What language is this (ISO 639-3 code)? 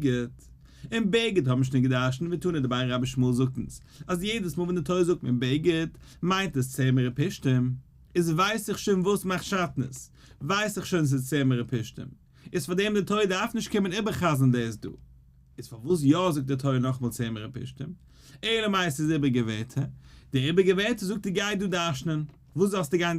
yid